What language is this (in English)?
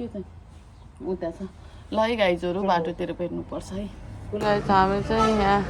Nepali